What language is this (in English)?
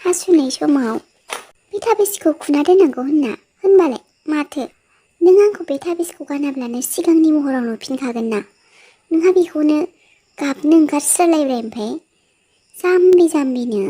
Bodo